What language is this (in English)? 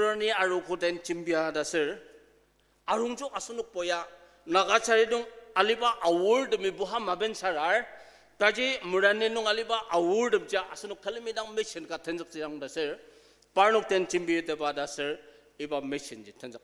Ao Naga